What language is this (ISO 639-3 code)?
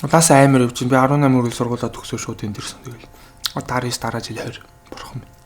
mon